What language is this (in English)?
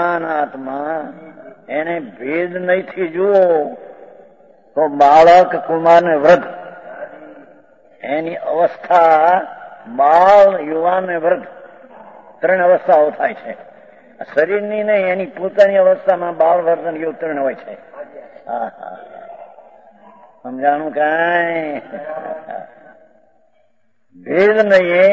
Gujarati